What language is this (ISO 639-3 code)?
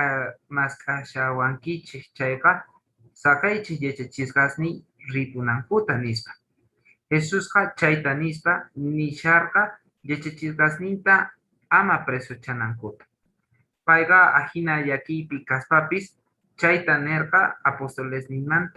que